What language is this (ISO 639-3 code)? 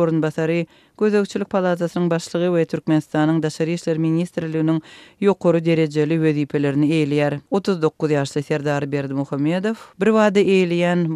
tuk